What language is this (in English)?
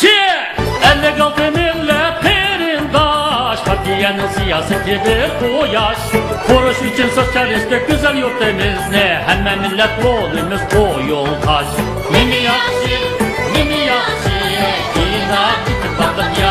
Uyghur